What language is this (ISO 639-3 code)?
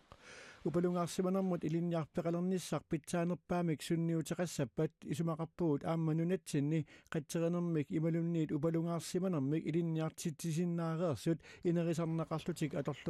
kal